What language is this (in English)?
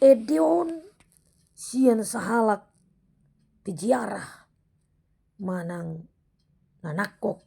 Batak Toba